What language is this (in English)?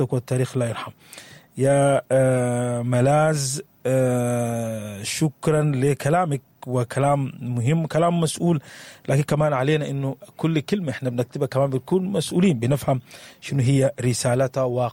Sudanese Arabic